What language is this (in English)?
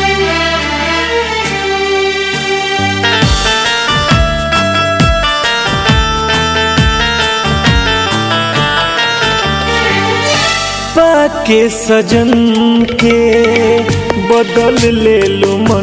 Bhojpuri